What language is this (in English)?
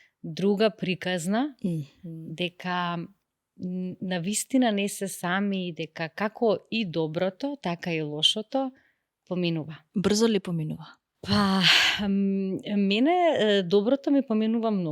Macedonian